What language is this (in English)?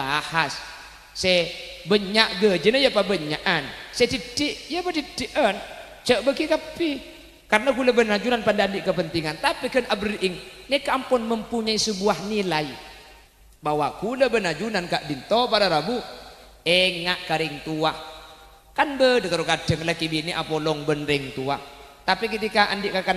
Madurese